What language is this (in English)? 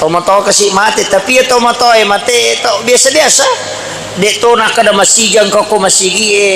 Buginese